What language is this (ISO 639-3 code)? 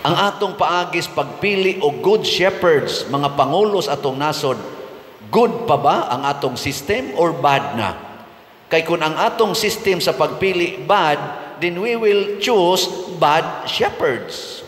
ceb